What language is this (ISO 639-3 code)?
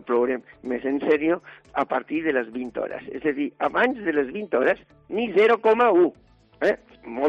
cat